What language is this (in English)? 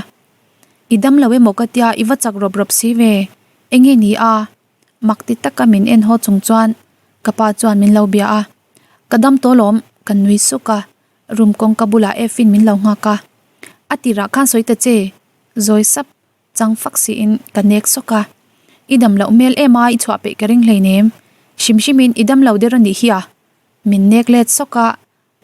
Mizo